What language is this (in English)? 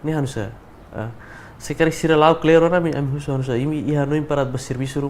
Tetum